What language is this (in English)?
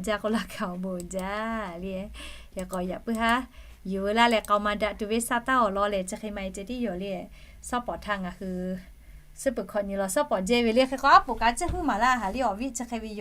Lahu